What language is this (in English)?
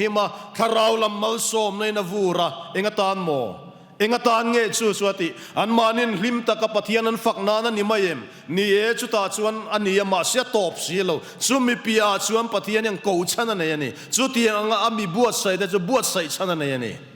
Mizo